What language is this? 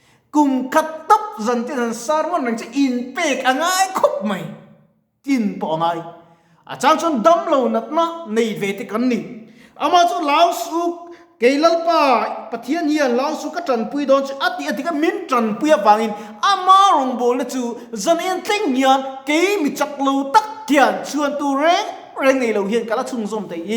Mizo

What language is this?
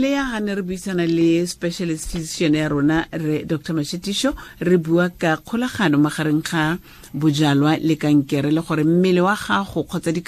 Tswana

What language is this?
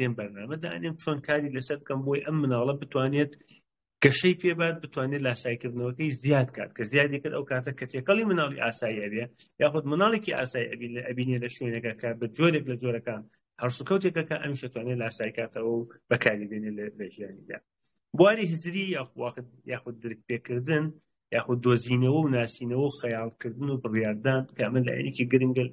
Central Kurdish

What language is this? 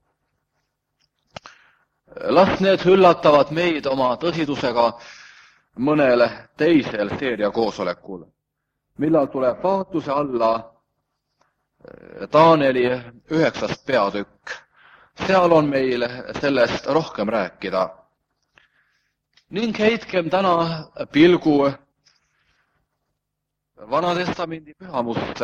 Estonian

